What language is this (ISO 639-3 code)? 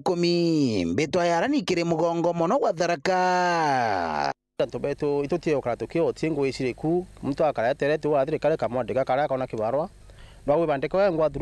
mer